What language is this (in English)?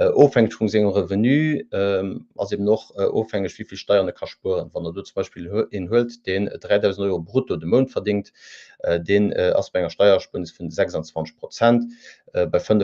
Luxembourgish